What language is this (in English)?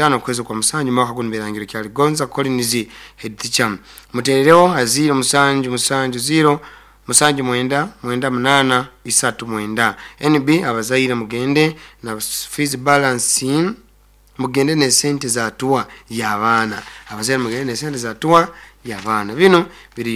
Nyoro